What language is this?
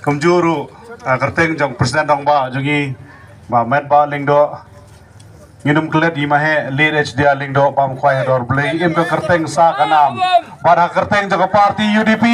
Khasi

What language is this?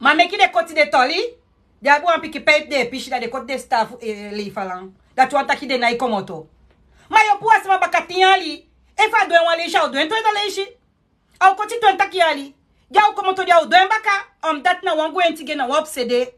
Sranan Tongo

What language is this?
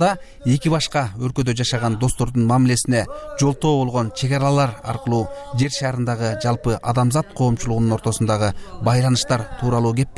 Kyrgyz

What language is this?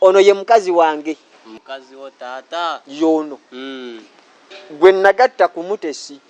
Ganda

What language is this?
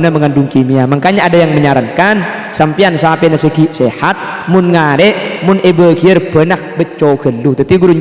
Madurese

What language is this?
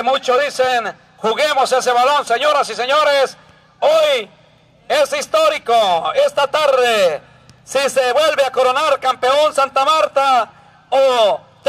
Spanish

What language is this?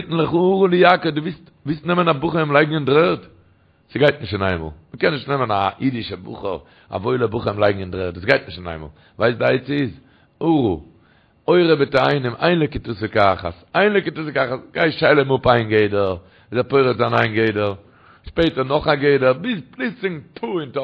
Yiddish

